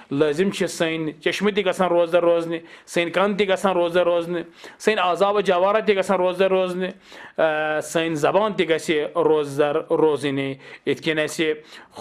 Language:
Kashmiri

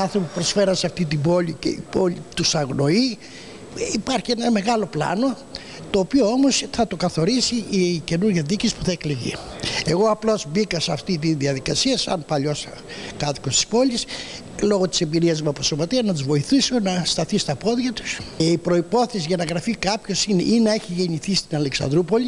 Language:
Greek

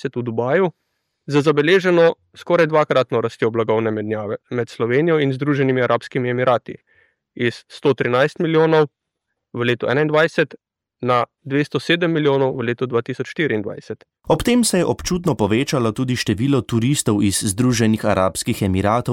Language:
Slovenian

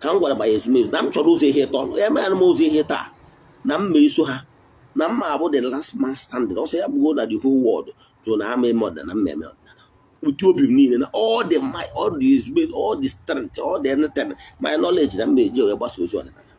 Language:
Igbo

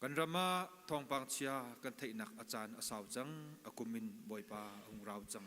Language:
Hakha Chin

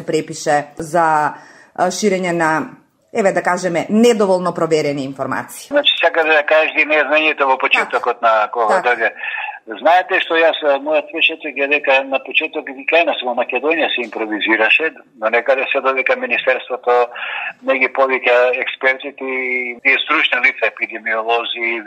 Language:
Macedonian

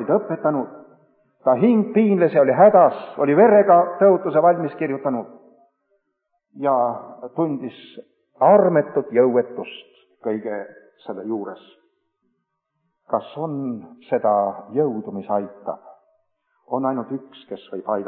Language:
Estonian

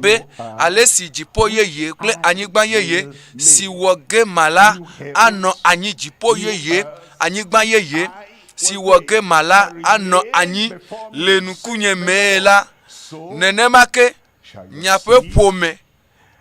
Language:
Ewe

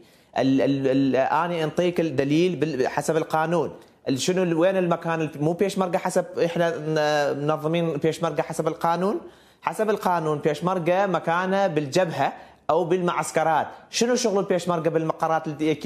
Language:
Mesopotamian Arabic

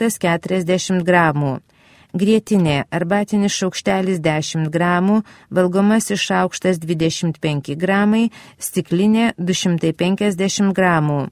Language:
Lithuanian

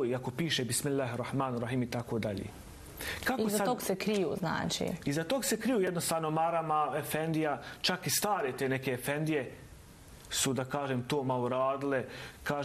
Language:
Bosnian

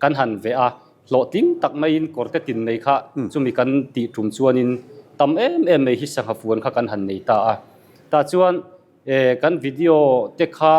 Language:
Mizo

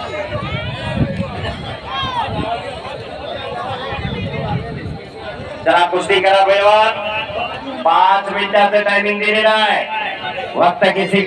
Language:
Marathi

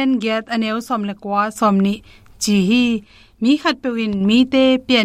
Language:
Tedim Chin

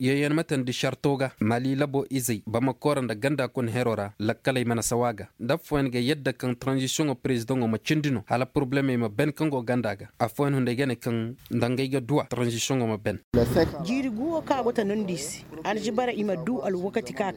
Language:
Koyraboro Senni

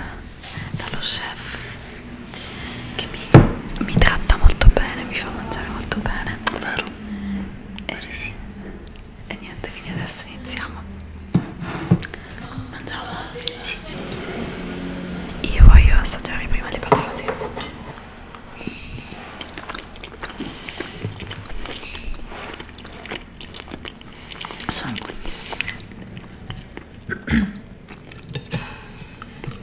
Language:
Italian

